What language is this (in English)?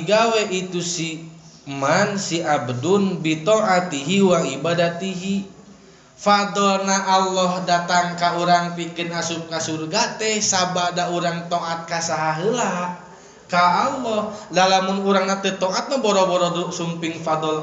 Sundanese